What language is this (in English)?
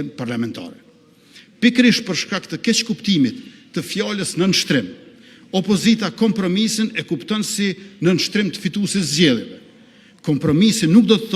Albanian